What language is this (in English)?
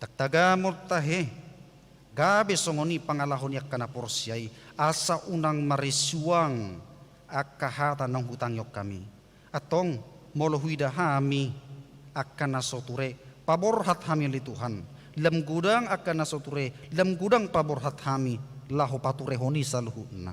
Batak Toba